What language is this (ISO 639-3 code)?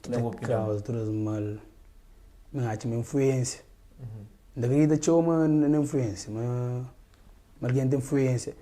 kea